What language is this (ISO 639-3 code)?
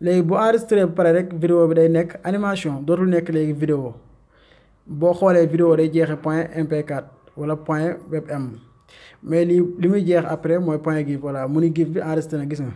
wol